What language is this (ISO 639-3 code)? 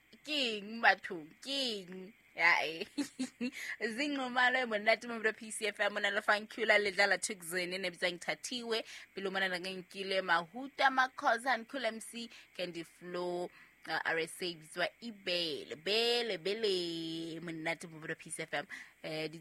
sot